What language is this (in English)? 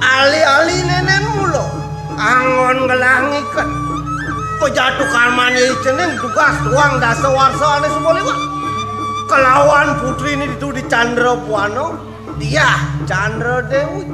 Balinese